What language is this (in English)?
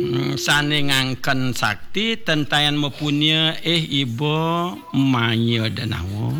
Balinese